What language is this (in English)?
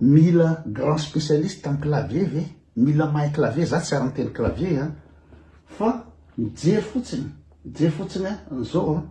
Malagasy